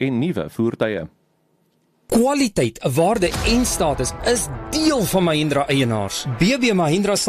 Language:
Afrikaans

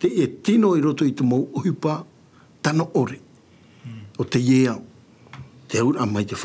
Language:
Tahitian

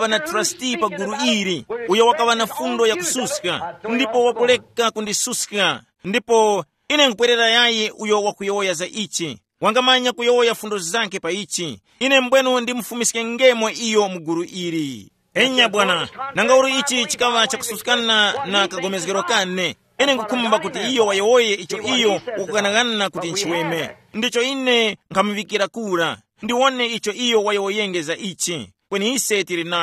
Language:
Tumbuka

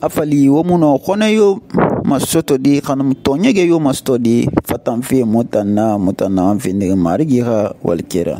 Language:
Susu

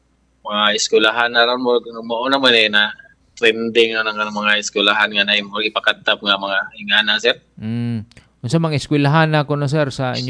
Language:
Cebuano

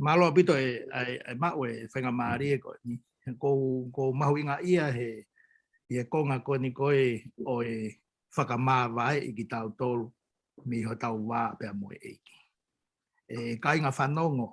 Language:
Tongan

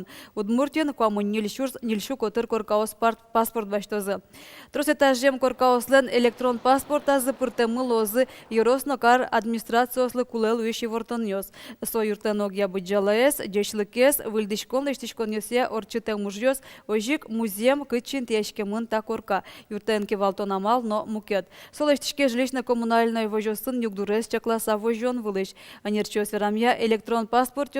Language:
Udmurt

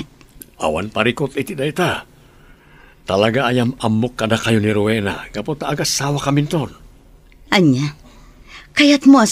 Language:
Iloko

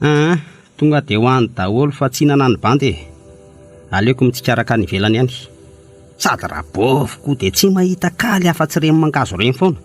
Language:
Malagasy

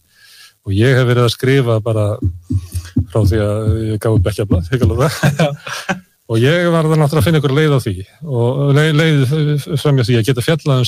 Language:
Icelandic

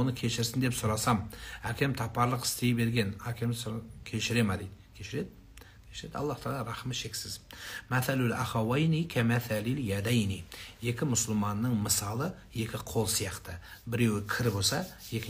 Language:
Kazakh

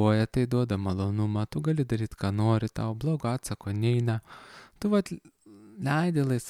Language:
Lithuanian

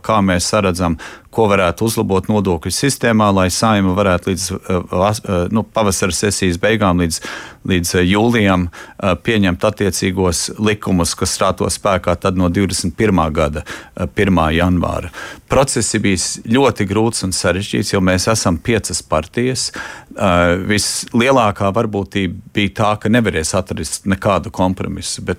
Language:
Latvian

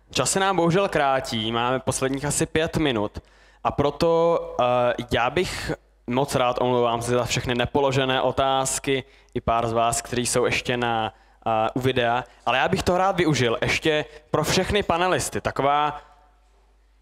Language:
Czech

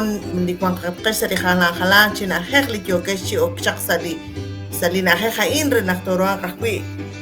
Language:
Kekchí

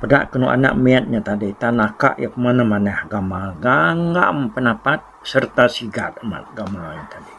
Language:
Iban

